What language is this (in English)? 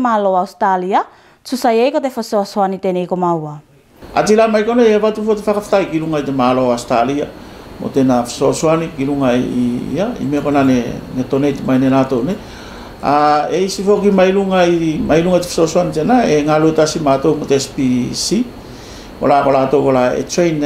Tuvalu